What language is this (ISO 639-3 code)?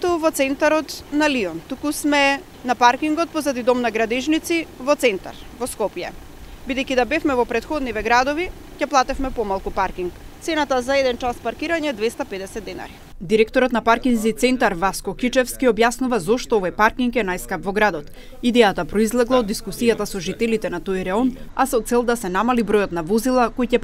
mkd